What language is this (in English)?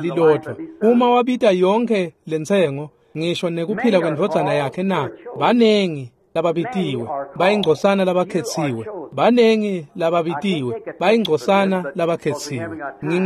Swati